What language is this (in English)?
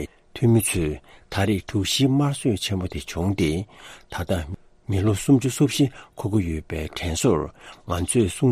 Tibetan